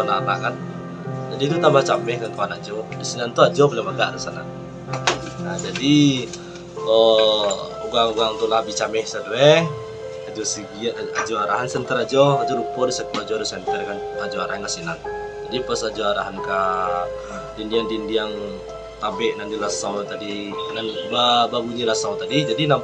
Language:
Minangkabau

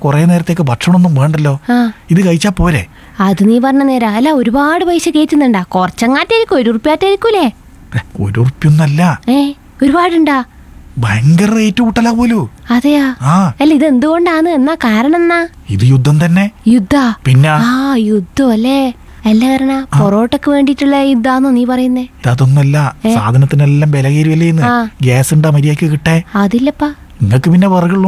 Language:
Malayalam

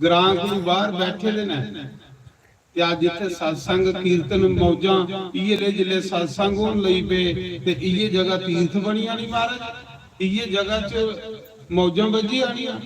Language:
Dogri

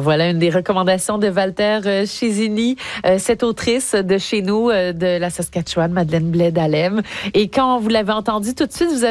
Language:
French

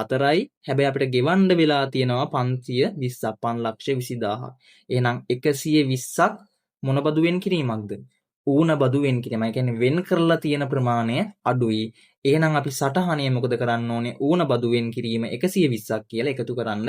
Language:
Sinhala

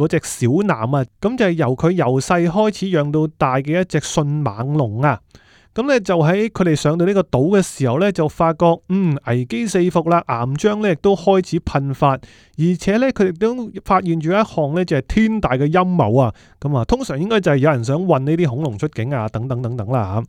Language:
Cantonese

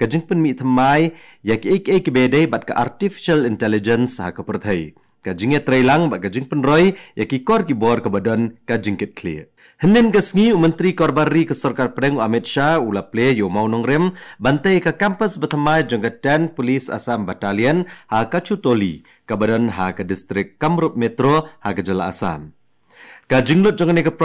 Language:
Khasi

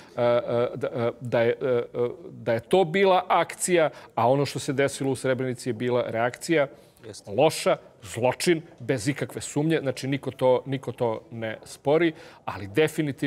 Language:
Serbian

